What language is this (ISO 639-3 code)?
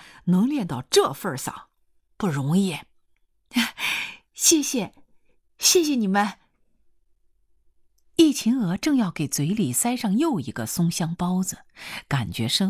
zho